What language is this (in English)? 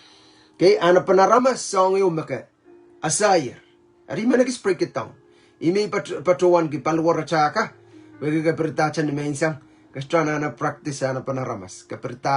Pohnpeian